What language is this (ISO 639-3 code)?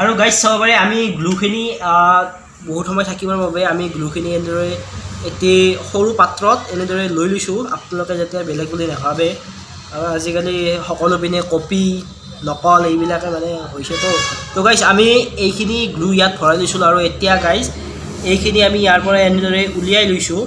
asm